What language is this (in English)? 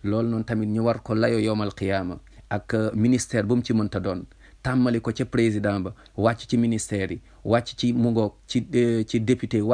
Wolof